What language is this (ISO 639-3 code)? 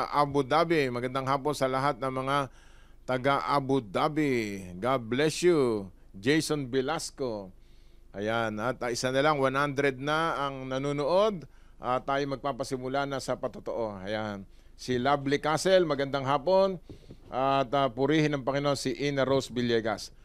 fil